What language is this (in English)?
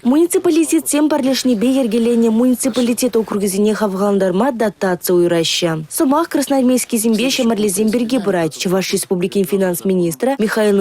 Chuvash